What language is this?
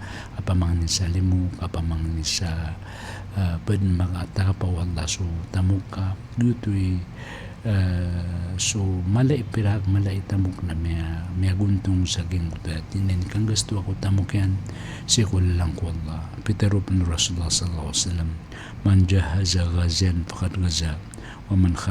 Maranao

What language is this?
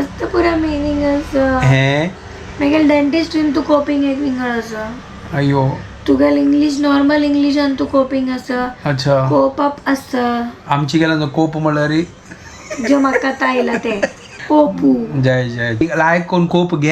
Konkani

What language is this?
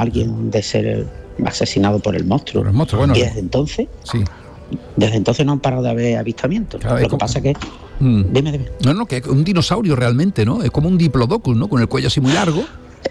Spanish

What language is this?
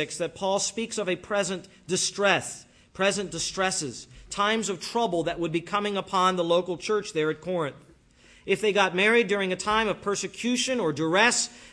English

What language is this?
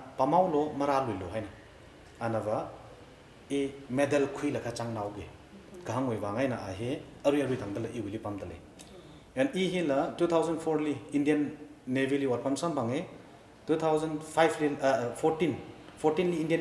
Tangkhul Naga (India)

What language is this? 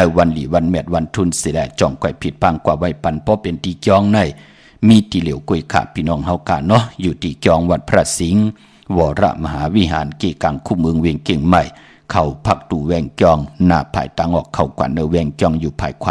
Shan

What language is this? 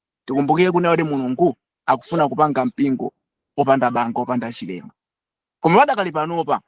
Nyanja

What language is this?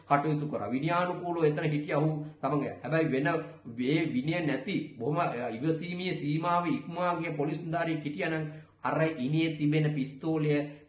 Sinhala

